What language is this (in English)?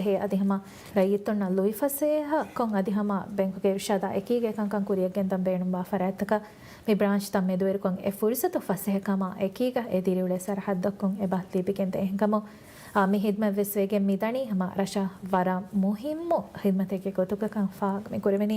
Divehi